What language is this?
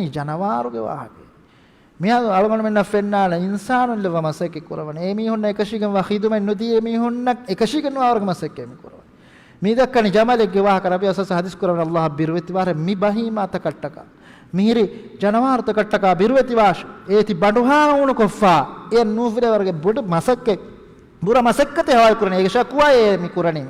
Divehi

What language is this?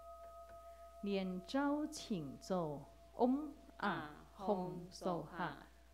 Chinese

